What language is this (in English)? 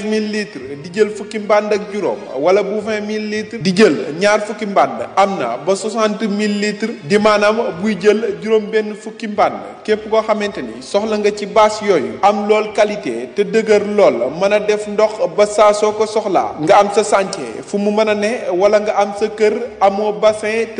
Wolof